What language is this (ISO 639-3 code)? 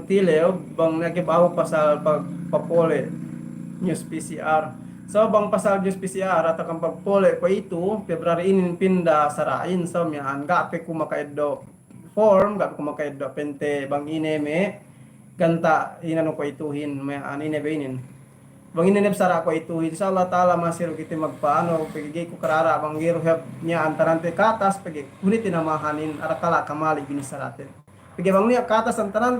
yka